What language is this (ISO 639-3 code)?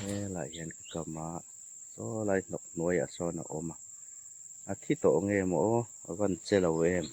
hmr